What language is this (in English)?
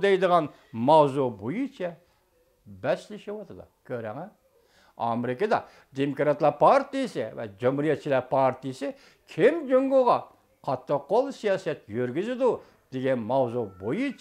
Uyghur